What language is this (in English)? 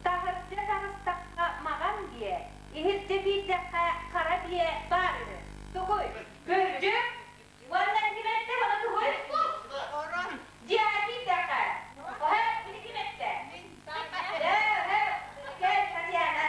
Yakut